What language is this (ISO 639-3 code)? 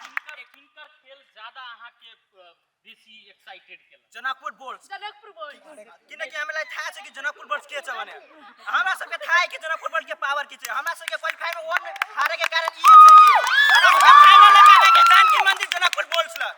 mai